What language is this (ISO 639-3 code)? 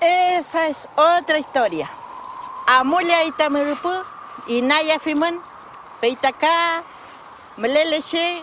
arn